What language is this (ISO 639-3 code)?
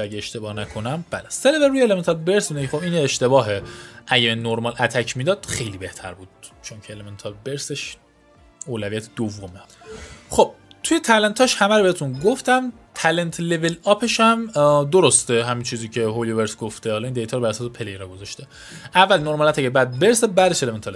fas